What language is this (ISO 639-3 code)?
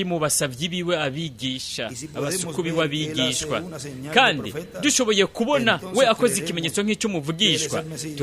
run